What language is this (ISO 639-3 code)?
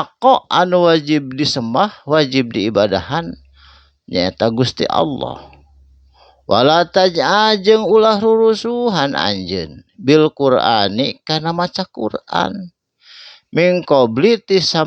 sun